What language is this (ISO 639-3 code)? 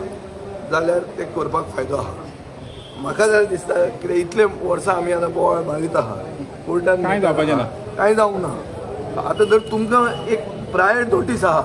kok